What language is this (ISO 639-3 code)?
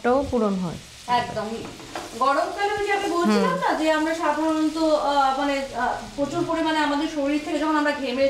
ben